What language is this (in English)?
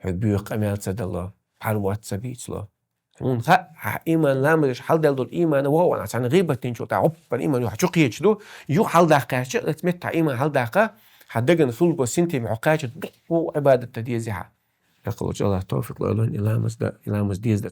Chechen